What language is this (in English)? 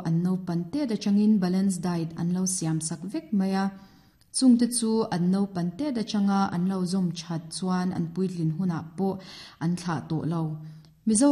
Mizo